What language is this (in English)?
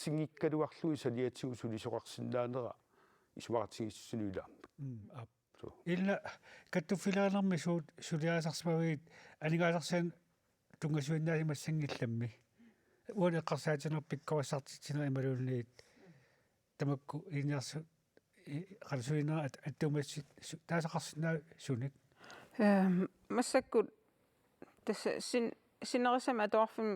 Kalaallisut